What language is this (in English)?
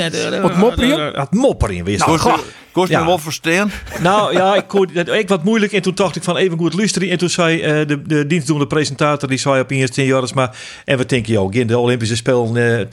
Western Frisian